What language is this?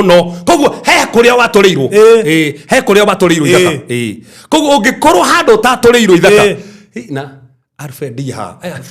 Kikuyu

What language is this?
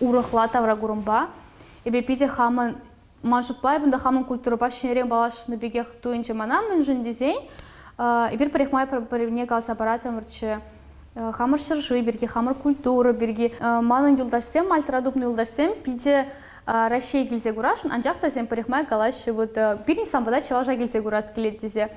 Chuvash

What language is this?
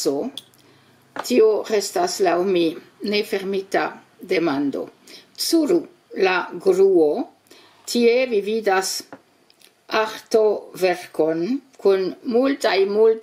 Esperanto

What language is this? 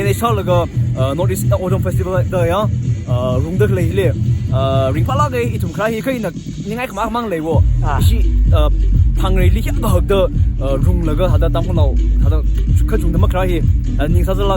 Tangkhul Naga (India)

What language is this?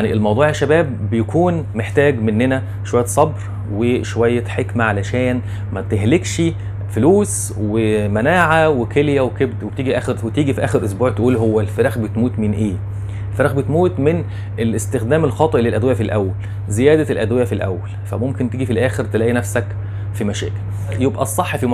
Egyptian Arabic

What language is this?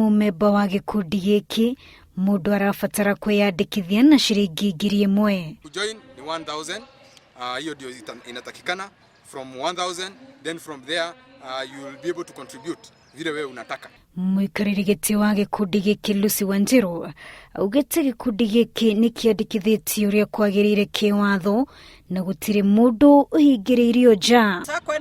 Kikuyu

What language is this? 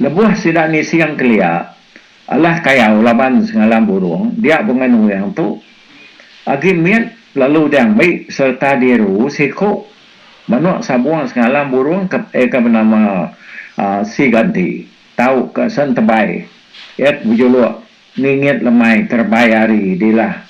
Iban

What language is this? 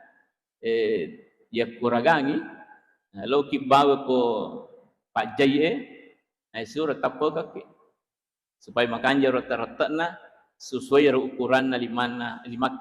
Buginese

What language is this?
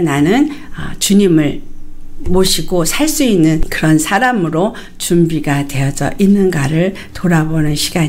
Korean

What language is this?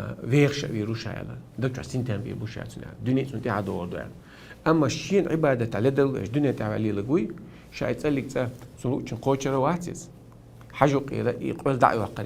Chechen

